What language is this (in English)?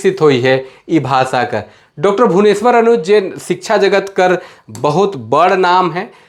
Sadri